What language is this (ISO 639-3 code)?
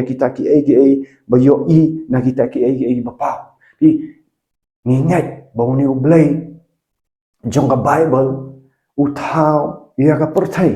kha